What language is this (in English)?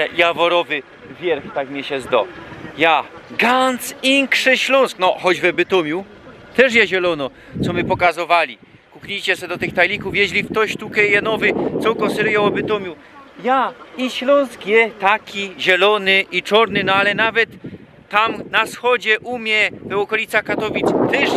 Silesian